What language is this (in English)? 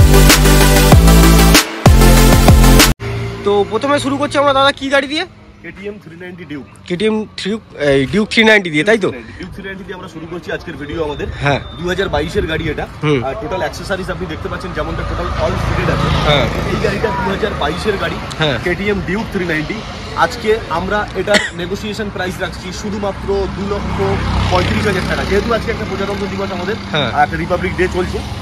Bangla